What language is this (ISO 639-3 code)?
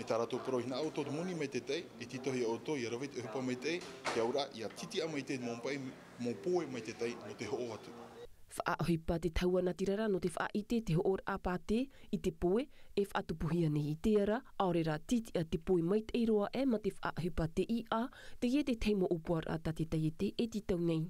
tah